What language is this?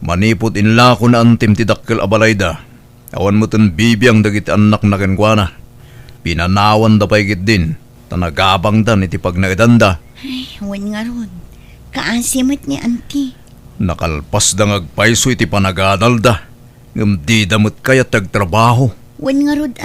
Iloko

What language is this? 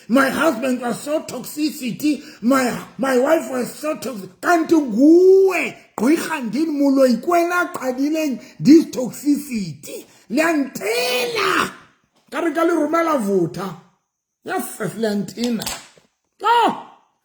Southern Sotho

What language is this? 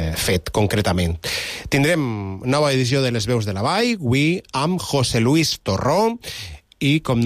Catalan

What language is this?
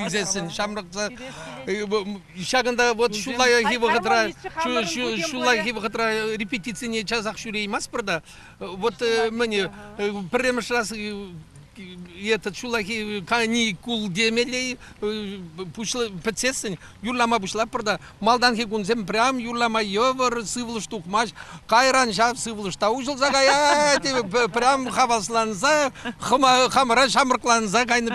Chuvash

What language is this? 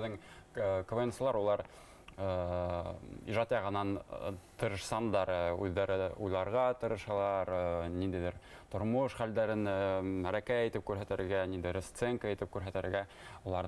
Bashkir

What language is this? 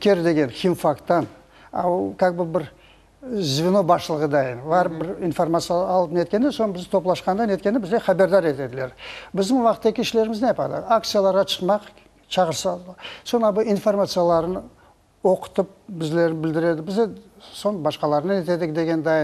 Crimean Tatar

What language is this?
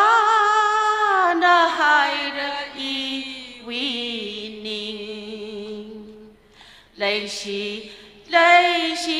Tangkhul Naga (India)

